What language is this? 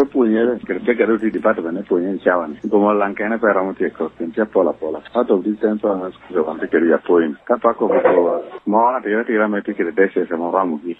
Lango (Uganda)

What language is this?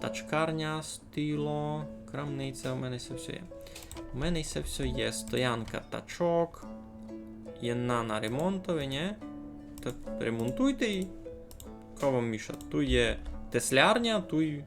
Rusyn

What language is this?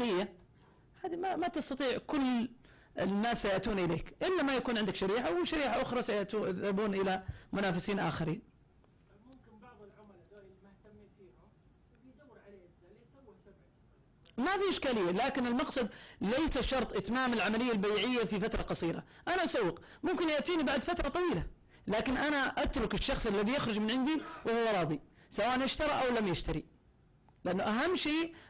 Arabic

